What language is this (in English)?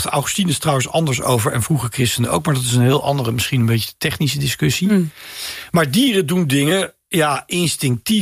Dutch